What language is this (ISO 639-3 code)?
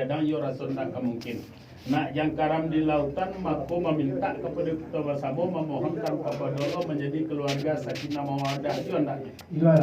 min